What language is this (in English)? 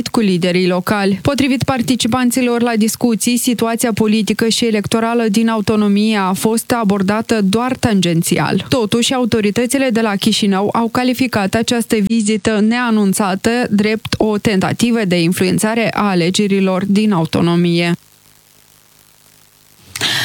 Romanian